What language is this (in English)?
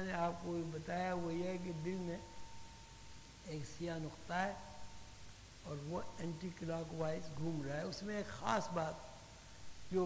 Urdu